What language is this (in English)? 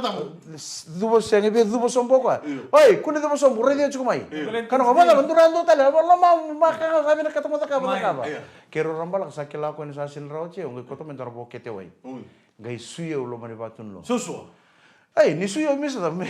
Fijian